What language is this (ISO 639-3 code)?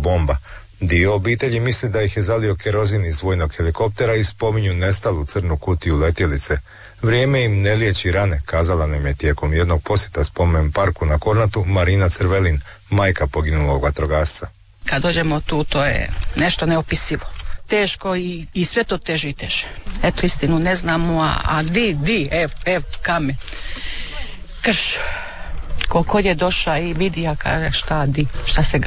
hrv